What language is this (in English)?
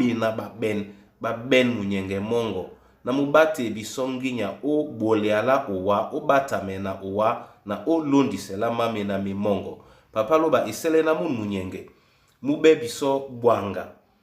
Duala